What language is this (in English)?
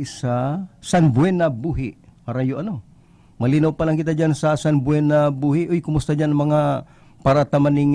Bikol